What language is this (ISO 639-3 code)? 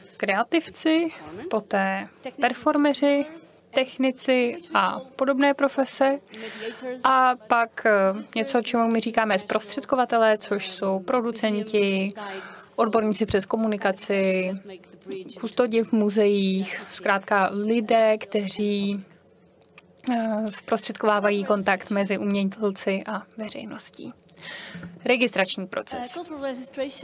ces